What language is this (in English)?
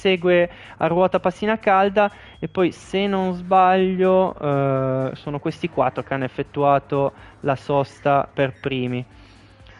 Italian